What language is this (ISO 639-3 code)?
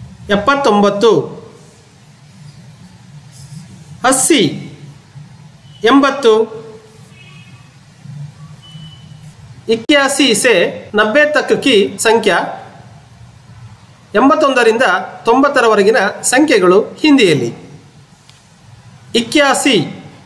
kan